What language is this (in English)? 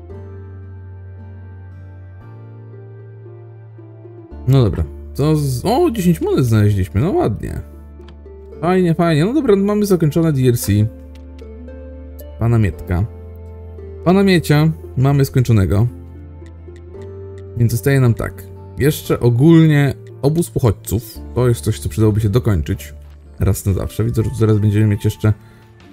Polish